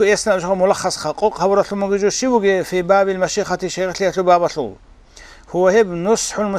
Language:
Avaric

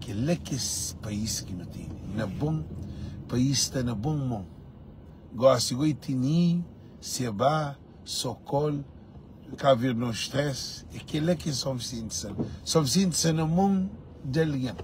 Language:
Kabuverdianu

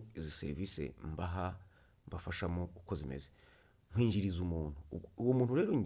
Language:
Kinyarwanda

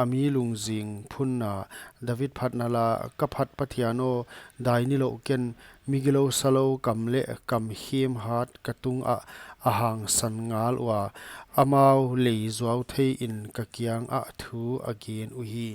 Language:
Paite Chin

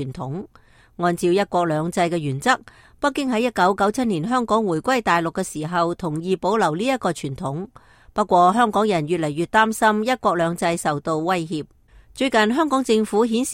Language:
Cantonese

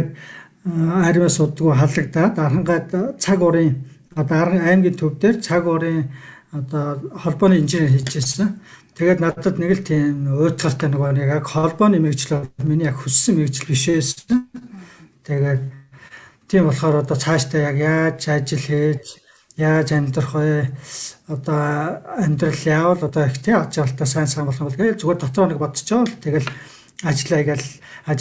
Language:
Mongolian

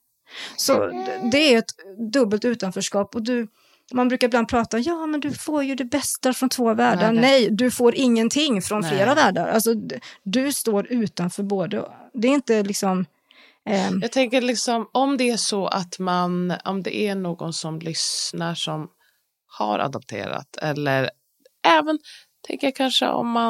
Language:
Swedish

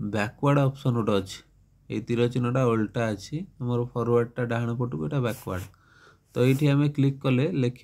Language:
Odia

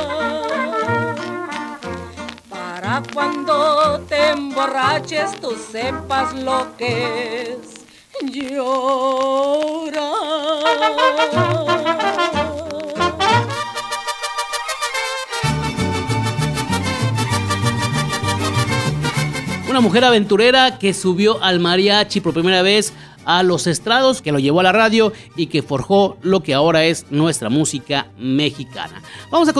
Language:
Spanish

